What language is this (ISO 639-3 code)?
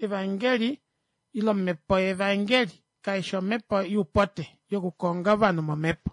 kua